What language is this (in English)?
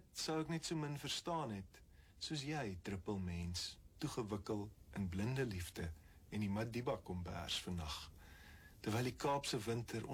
Afrikaans